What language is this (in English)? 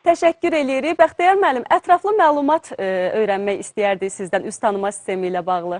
Azerbaijani